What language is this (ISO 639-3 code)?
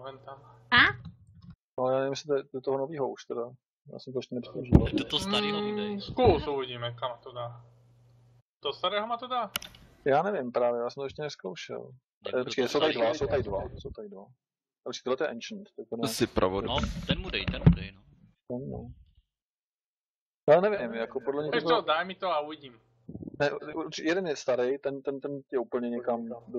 ces